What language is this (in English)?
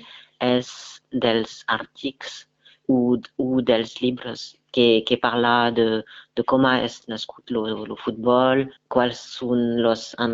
Occitan